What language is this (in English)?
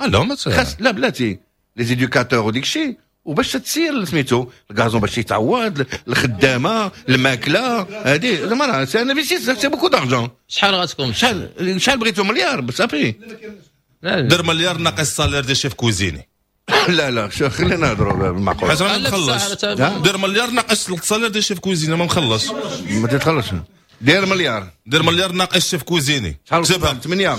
Moroccan Arabic